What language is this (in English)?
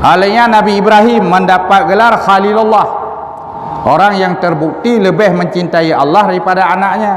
Achinese